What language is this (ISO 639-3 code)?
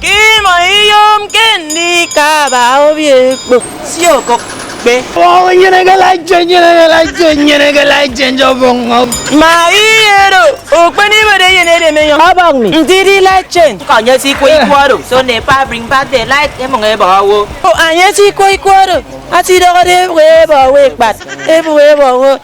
efi